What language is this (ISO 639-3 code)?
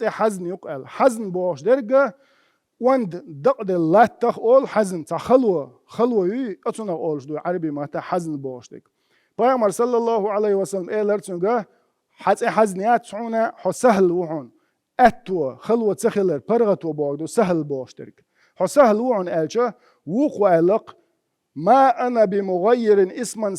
che